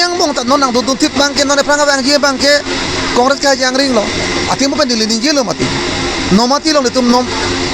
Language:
Karbi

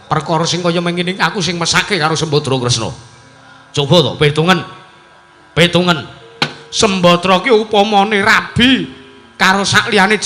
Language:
Javanese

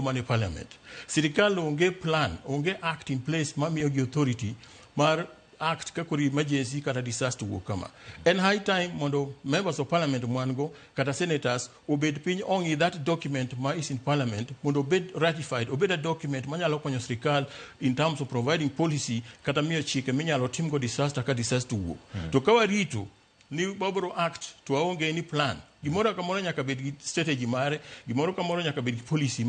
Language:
Luo (Kenya and Tanzania)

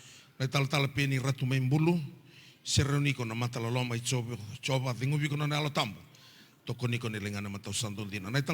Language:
Fijian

